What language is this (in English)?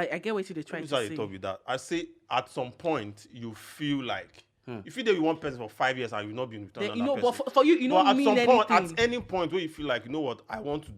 Nigerian Pidgin